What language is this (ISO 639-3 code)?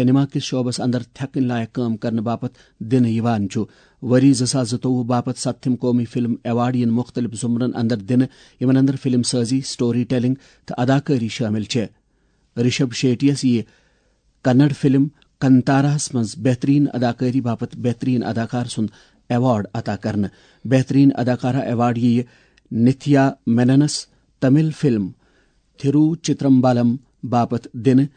kas